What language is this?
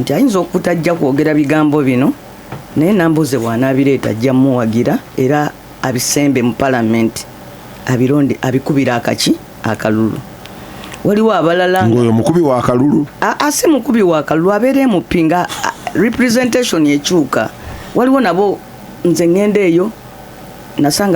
Ganda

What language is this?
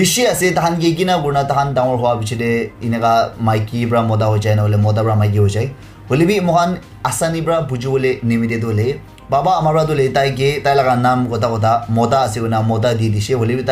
Naga Pidgin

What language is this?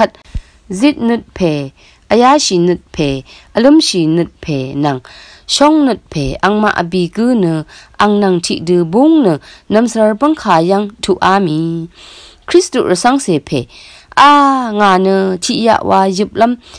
Rawang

